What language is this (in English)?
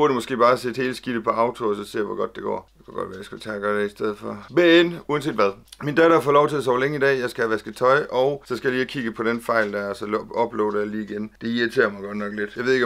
Danish